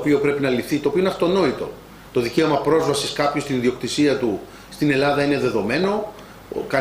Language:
Greek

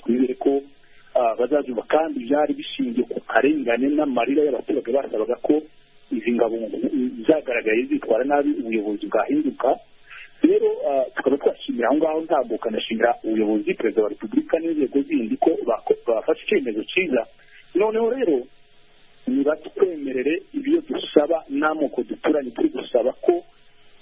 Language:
Kinyarwanda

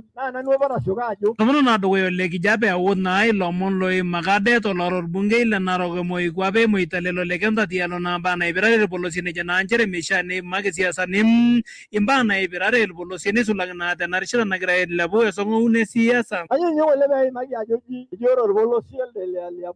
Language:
Masai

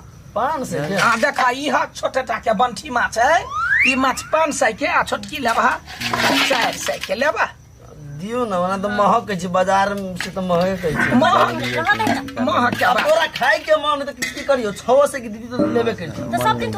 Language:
Maithili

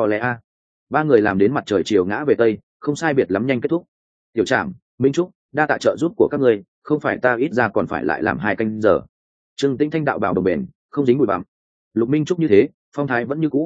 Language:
Vietnamese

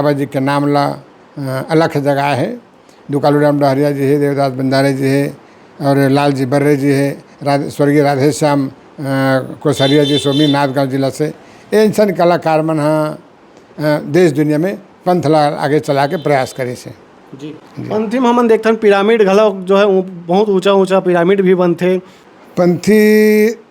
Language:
Chhattisgarhi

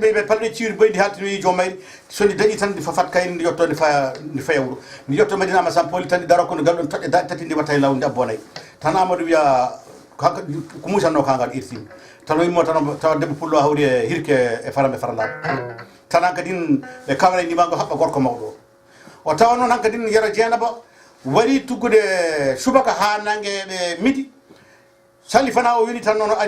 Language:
Fula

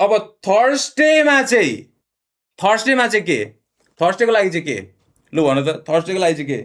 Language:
Nepali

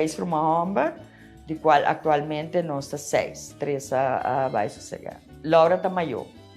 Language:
Papiamento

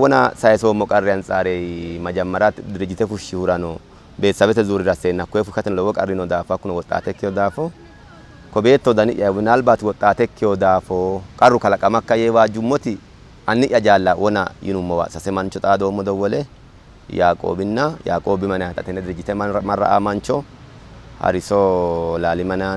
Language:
Sidamo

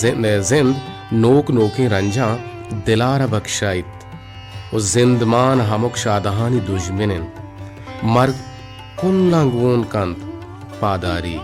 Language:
Baluchi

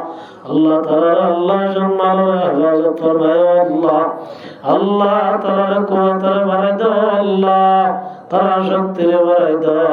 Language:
Rohingya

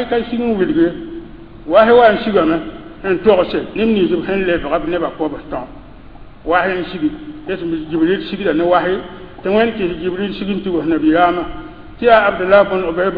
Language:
Mossi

